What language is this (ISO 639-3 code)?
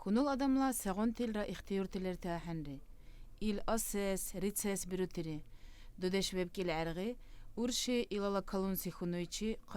dar